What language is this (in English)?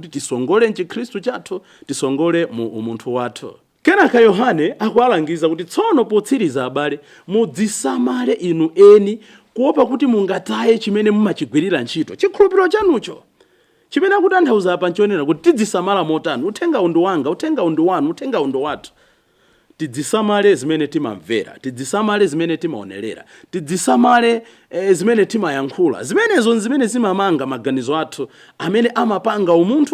Nyanja